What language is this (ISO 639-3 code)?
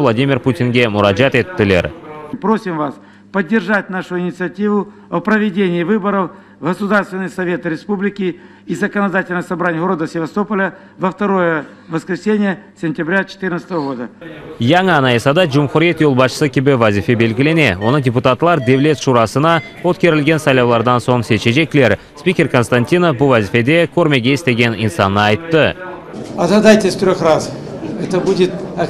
crh